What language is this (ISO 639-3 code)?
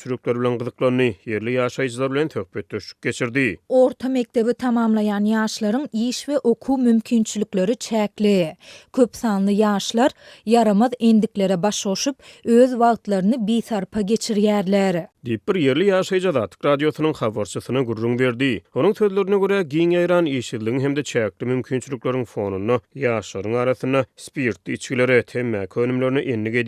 tuk